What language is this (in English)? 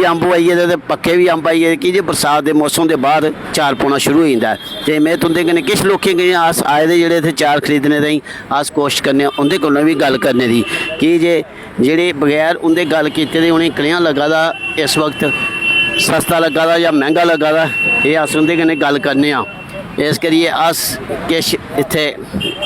Dogri